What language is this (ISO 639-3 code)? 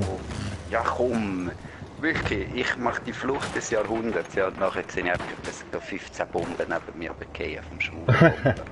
gsw